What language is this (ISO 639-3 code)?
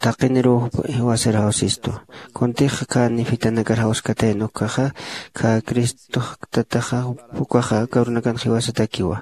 aym